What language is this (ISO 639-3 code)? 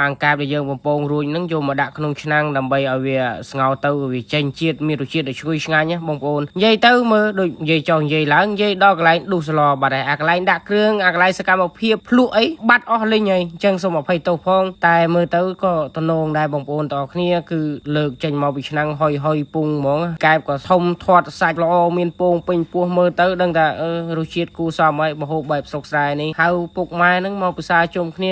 khm